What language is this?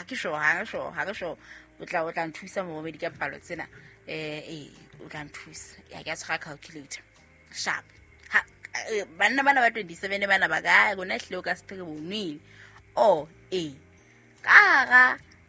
Southern Sotho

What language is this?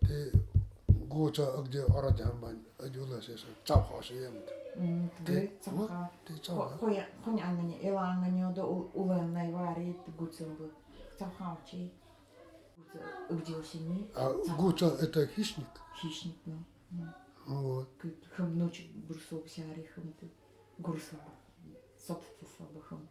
Nanai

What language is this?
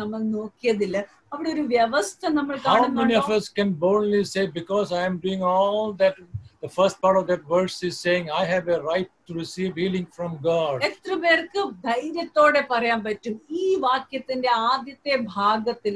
Malayalam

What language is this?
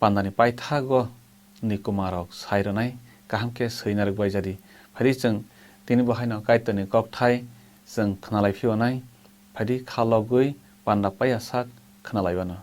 Kok Borok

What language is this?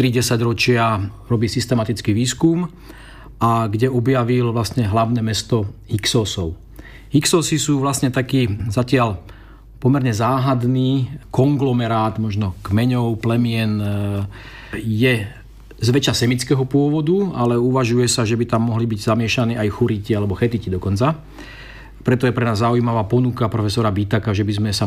Slovak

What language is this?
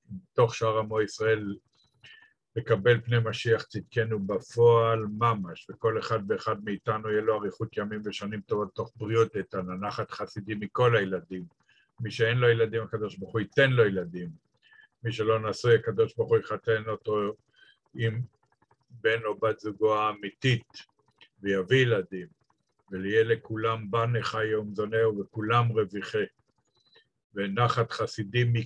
Hebrew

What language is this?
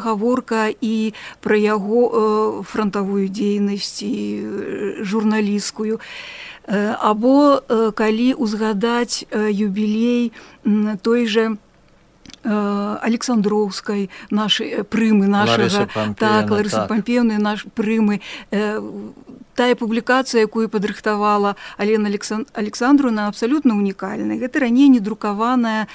Belarusian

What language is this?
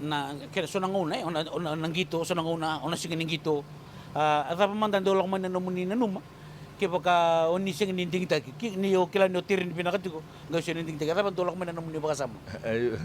Fijian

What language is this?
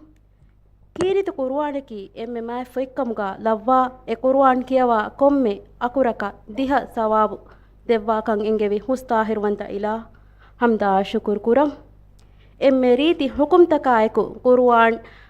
Divehi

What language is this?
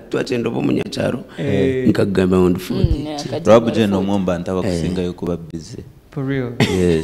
Nyankole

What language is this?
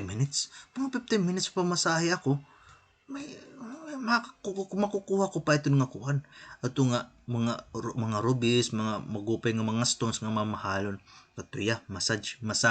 Waray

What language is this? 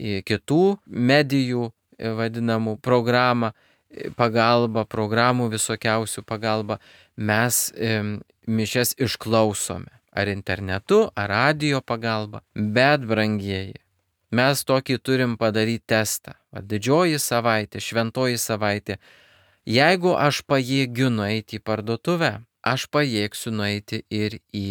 Lithuanian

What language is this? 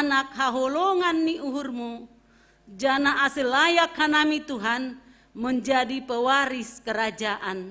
Batak Simalungun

